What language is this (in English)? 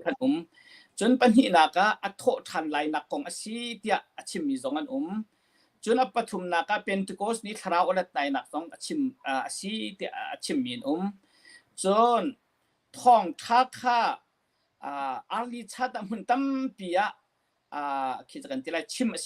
Hakha Chin